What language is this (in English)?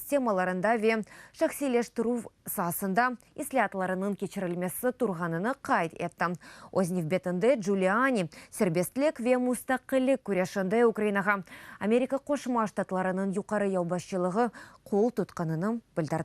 Crimean Tatar